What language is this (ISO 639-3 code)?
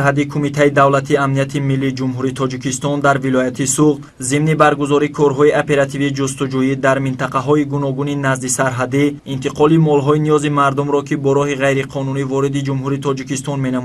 tgk